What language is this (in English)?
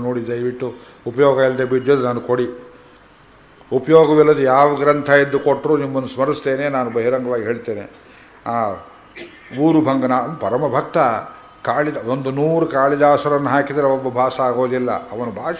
Kannada